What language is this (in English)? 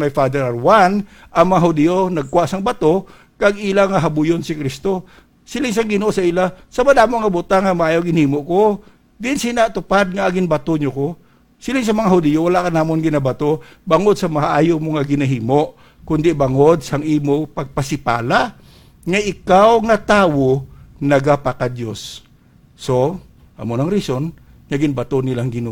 Hiligaynon